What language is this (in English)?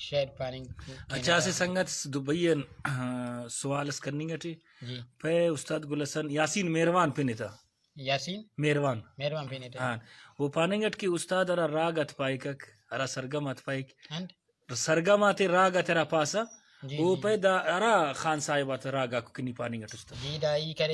Brahui